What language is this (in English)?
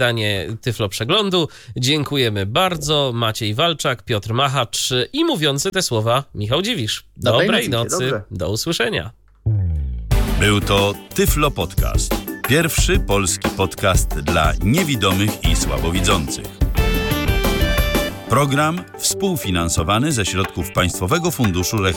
Polish